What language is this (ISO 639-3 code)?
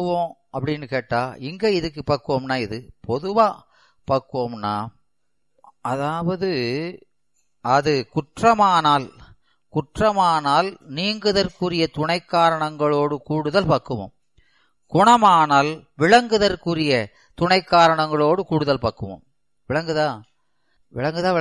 tam